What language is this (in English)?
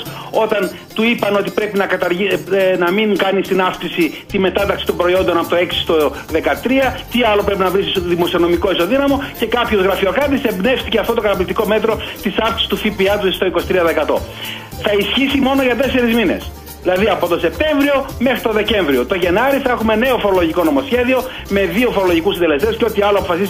Greek